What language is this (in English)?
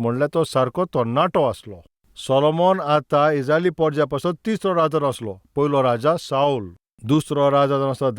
Konkani